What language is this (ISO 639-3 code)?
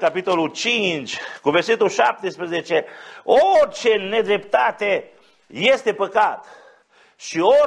ron